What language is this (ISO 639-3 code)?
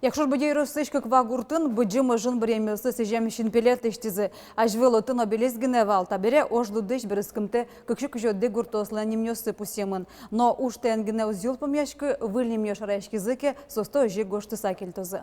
udm